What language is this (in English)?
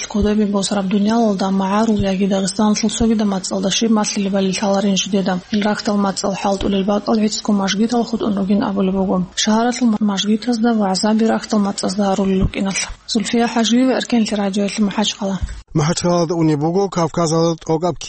Avaric